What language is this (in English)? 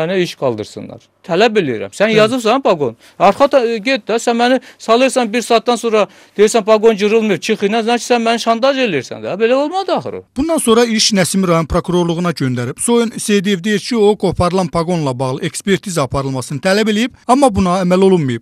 Azerbaijani